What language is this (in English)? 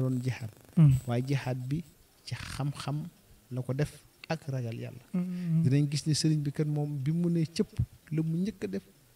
Wolof